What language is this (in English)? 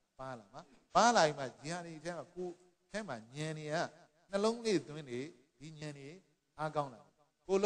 Burmese